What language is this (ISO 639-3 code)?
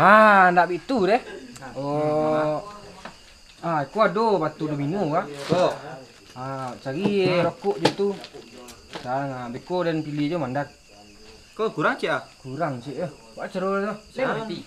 min